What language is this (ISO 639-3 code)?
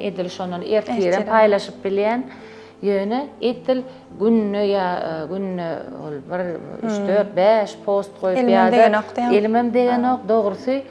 tuk